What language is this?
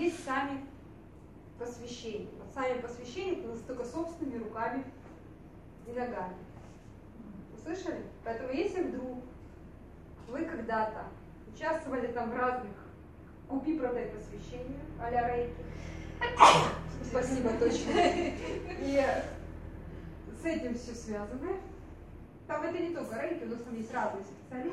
Russian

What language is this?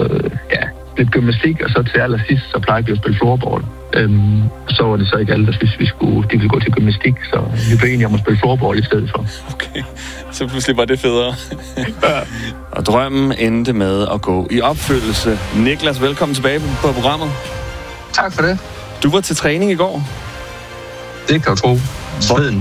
Danish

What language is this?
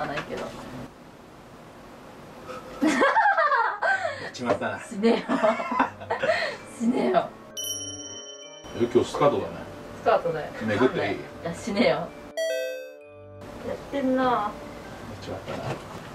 Japanese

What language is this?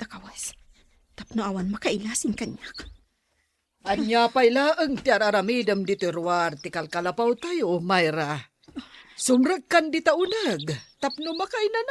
Iloko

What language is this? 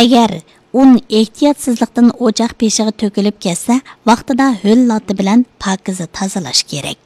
Uyghur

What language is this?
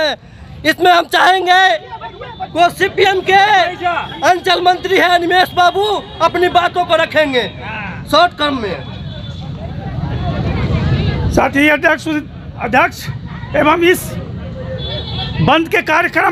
Hindi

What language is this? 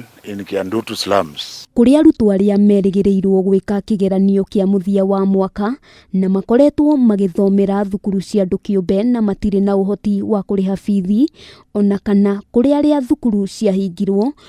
Kikuyu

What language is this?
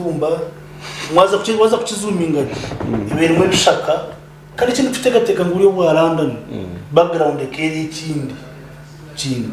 Nyankole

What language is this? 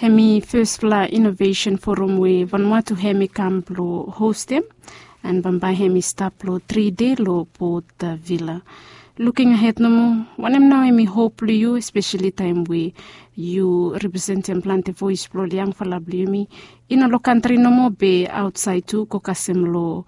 Bislama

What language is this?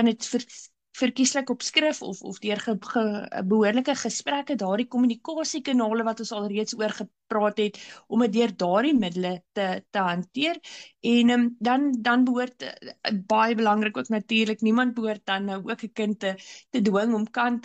Afrikaans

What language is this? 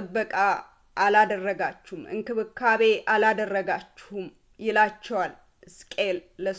Amharic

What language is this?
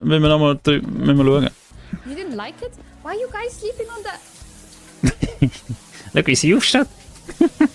Swiss German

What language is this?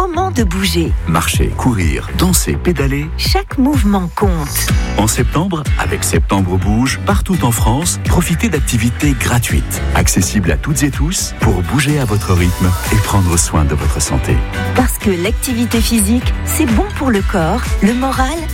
French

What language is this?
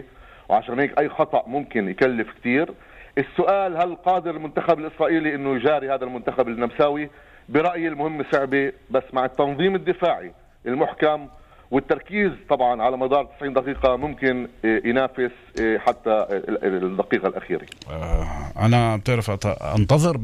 North Levantine Arabic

